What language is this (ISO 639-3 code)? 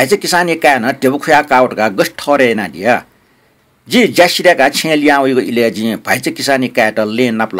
new